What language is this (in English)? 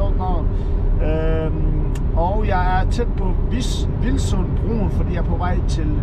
Danish